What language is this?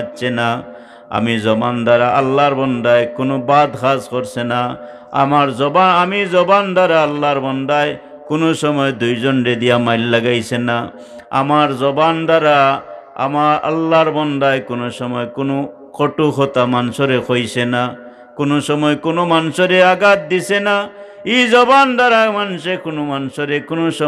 Sylheti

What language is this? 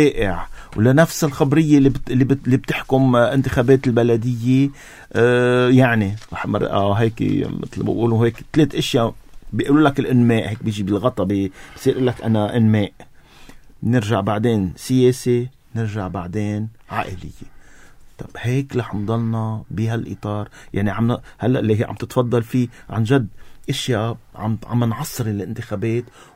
North Levantine Arabic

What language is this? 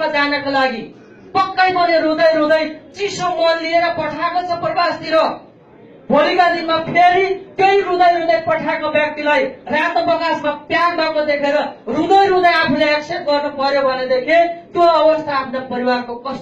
Nepali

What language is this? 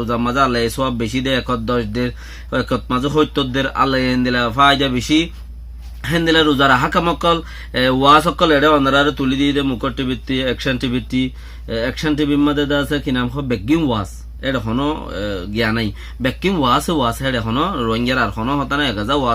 Rohingya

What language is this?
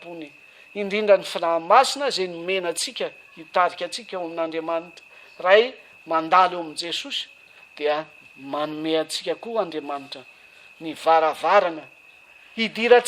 Malagasy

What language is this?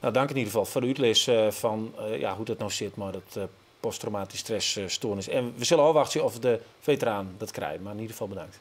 Western Frisian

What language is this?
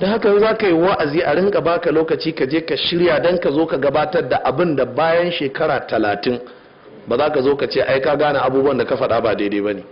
Hausa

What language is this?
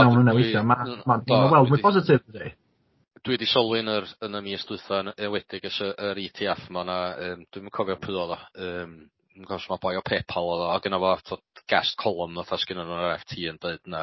Welsh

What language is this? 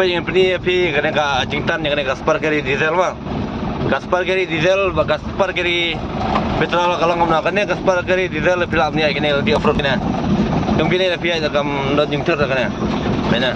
Khasi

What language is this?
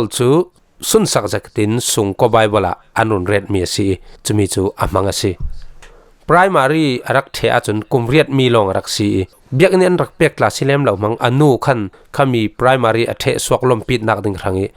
Falam Chin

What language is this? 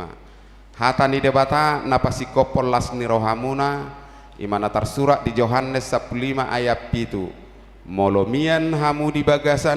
Batak Toba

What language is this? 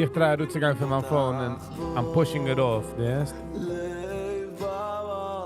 Yiddish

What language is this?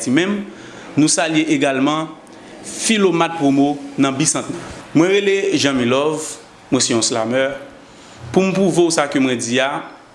Haitian Creole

